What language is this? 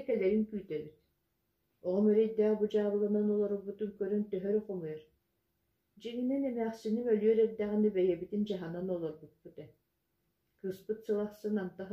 Yakut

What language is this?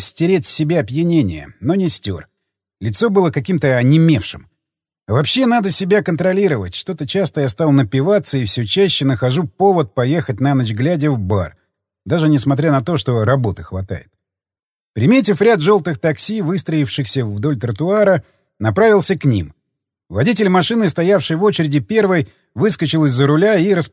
Russian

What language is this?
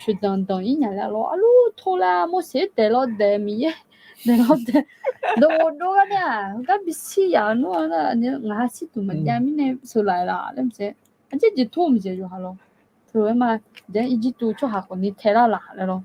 Akha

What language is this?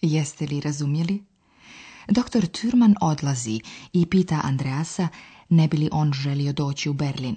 Slovenian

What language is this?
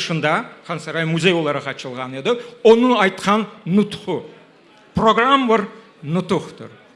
Crimean Tatar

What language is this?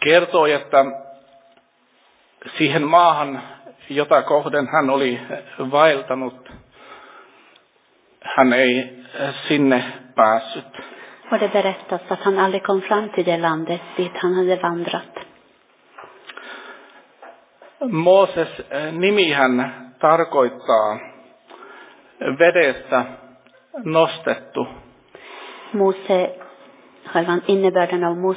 Finnish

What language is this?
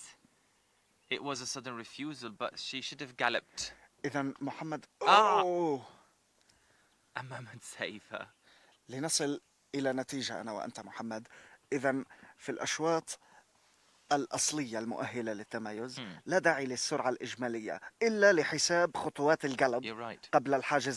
Arabic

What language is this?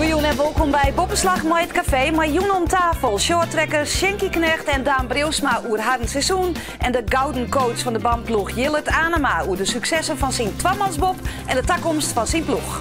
Western Frisian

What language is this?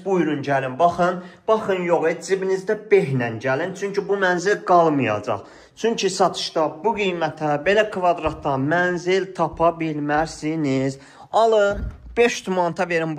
Azerbaijani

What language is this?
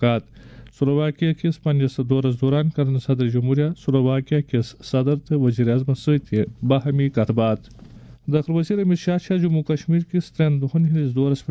Kashmiri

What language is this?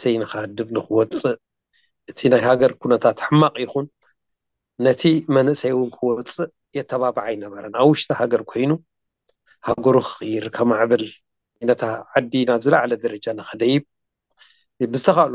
Tigrinya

